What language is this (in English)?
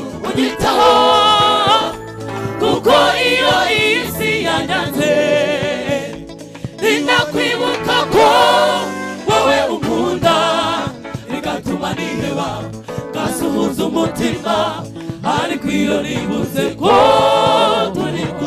Kinyarwanda